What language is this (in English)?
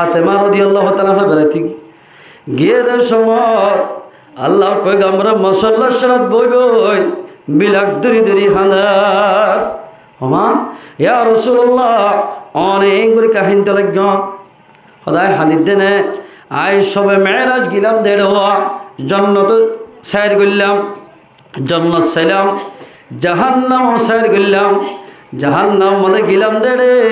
Rohingya